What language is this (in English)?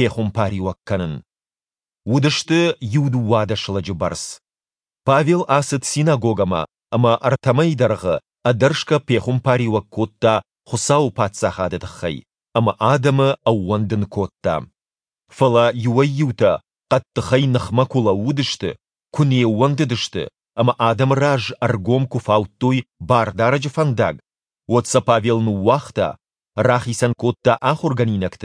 Ossetic